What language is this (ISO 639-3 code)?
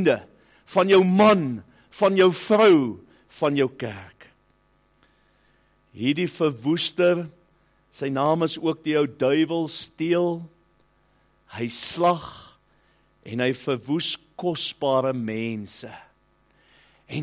afr